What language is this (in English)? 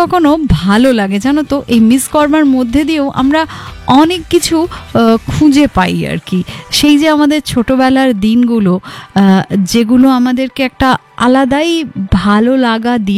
Bangla